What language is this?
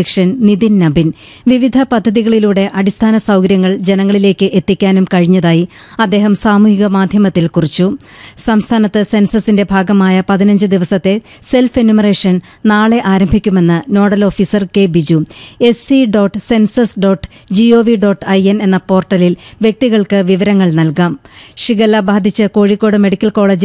Malayalam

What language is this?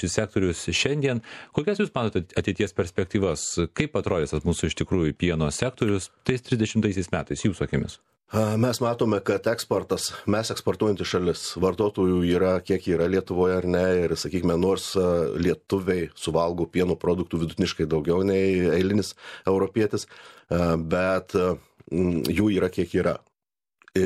Lithuanian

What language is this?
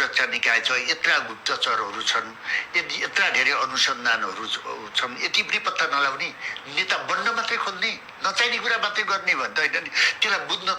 Nepali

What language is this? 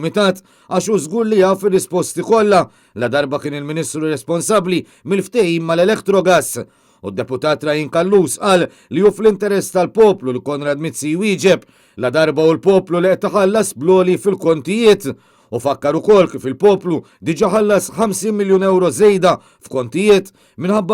Maltese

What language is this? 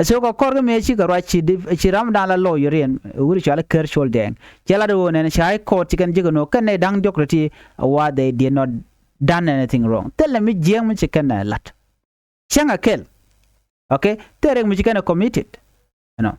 Nuer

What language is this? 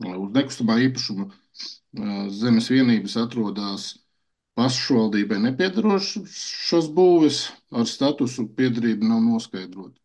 Latvian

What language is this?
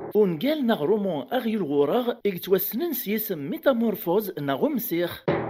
Kabyle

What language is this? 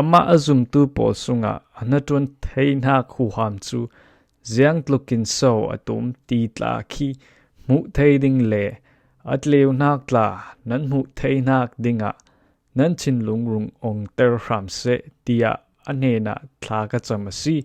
Falam Chin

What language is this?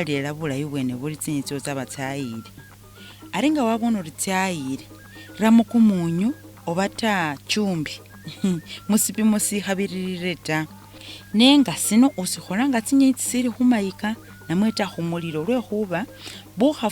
Masaaba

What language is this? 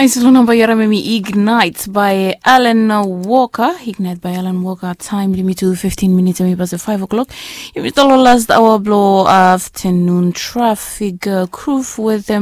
Bislama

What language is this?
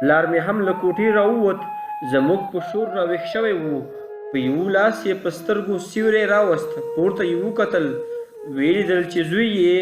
Pashto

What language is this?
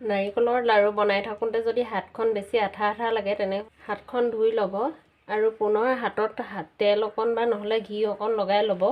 Assamese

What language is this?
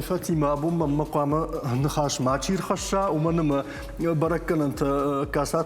Ossetic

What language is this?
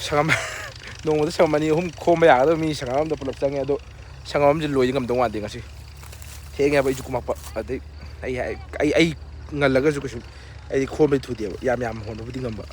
Manipuri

